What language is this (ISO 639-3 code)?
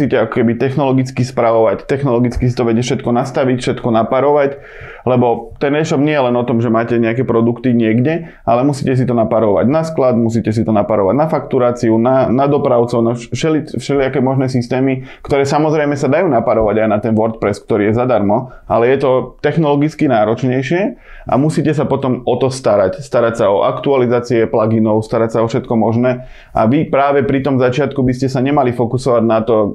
slk